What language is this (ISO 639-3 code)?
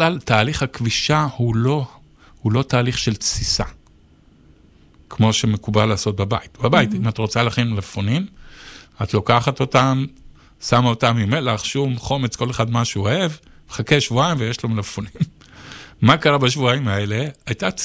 heb